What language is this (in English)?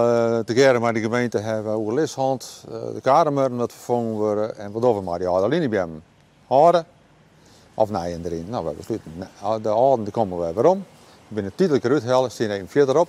Western Frisian